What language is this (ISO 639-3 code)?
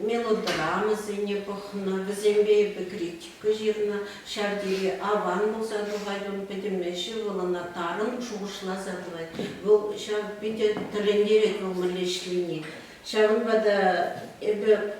chv